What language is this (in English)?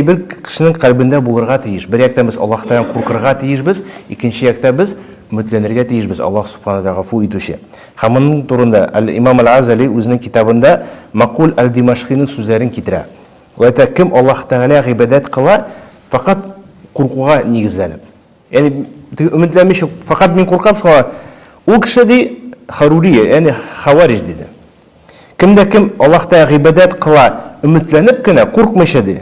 Tatar